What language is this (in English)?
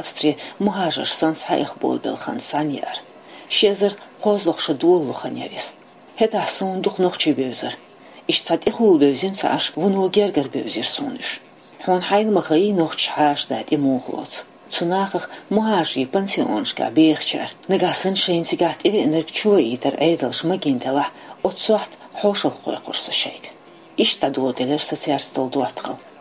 Chechen